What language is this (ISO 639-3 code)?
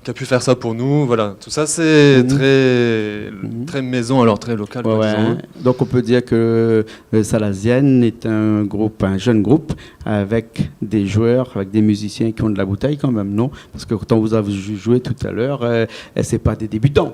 rcf